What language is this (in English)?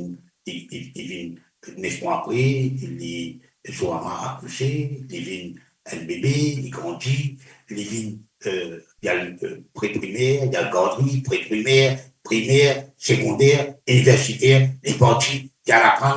Morisyen